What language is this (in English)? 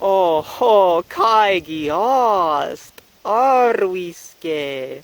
Prussian